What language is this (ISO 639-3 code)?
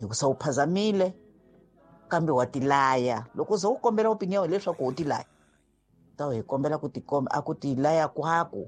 tso